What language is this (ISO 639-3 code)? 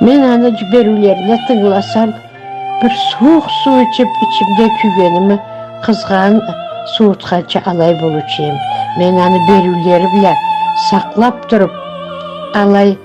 krc